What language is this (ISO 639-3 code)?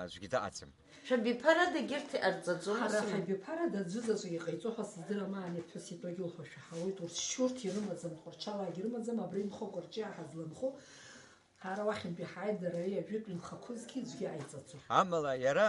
abk